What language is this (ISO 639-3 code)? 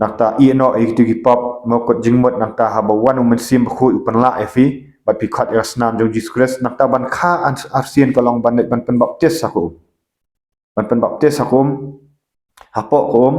kha